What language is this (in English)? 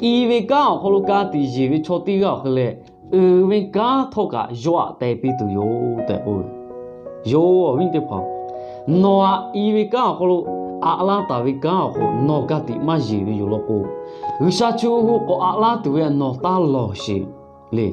Lahu